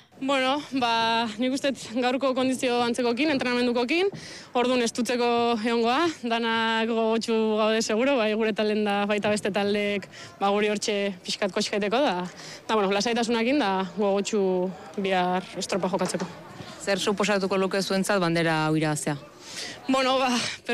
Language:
Basque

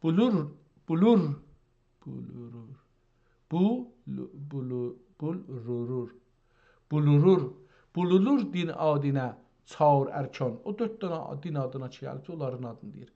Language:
South Azerbaijani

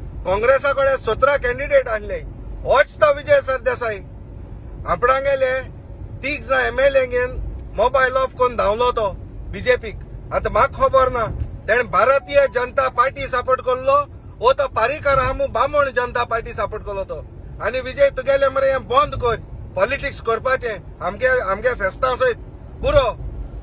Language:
Konkani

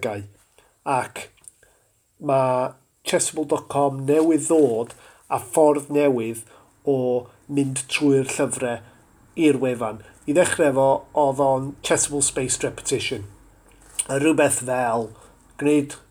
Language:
Welsh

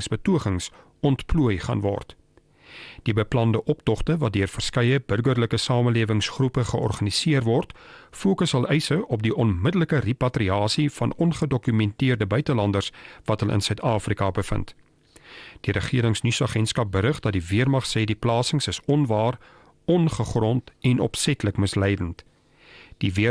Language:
Afrikaans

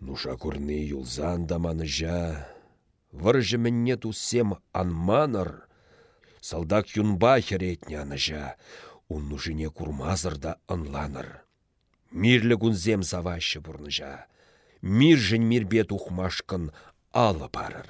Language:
Chuvash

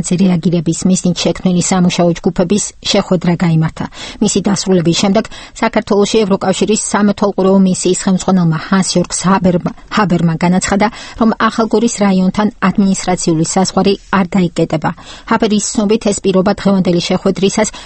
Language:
Georgian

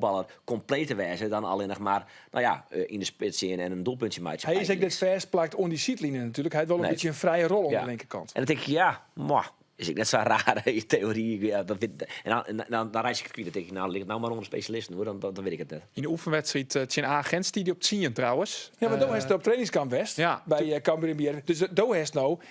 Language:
Western Frisian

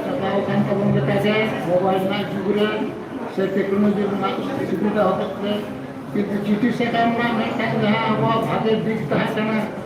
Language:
Santali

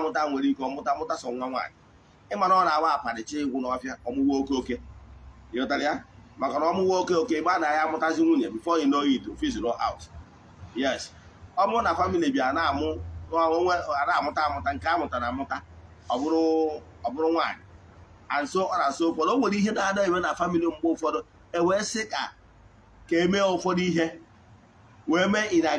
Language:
Igbo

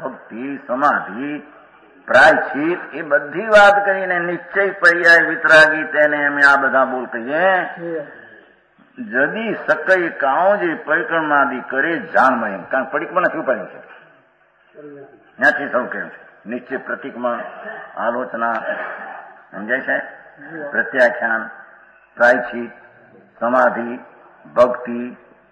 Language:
Gujarati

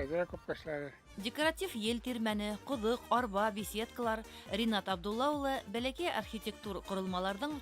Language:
Bashkir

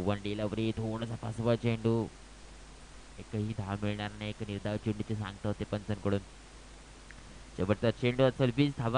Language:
Marathi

